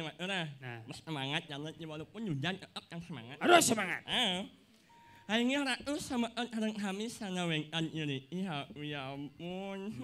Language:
Balinese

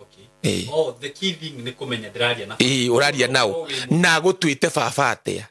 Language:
Kikuyu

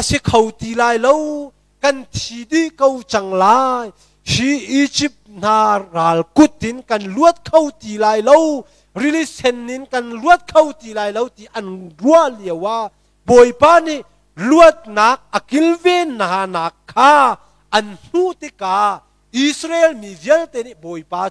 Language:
Hakha Chin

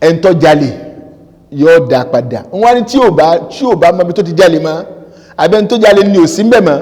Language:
Yoruba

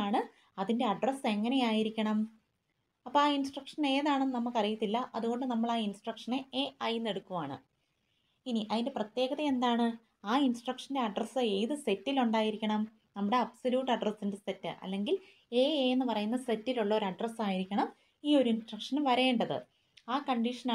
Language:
Malayalam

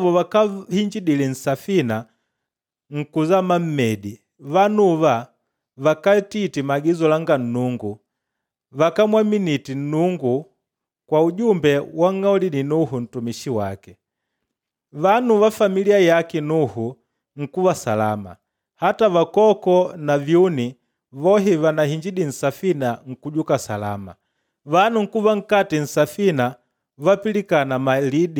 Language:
Makonde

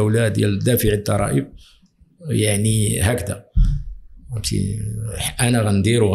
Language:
Moroccan Arabic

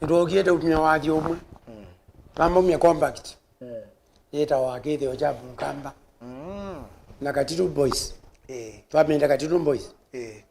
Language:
Kamba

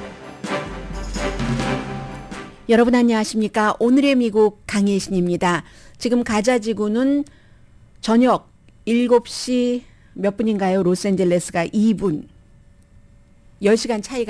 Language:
Korean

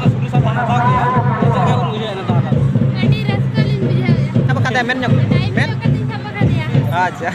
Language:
Santali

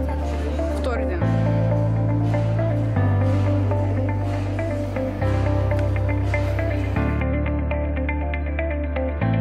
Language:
Bulgarian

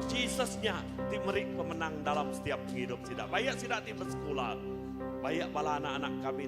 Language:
Iban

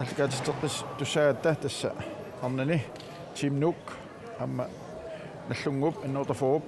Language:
Kalaallisut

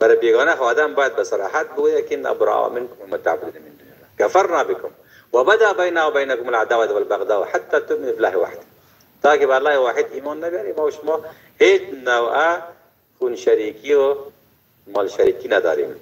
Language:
Tajik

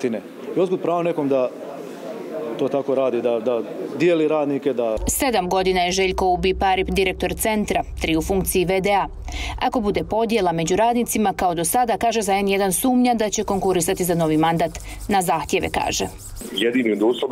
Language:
Bosnian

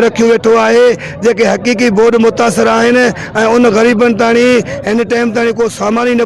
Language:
Sindhi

